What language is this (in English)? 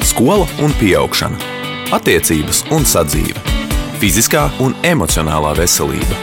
Latvian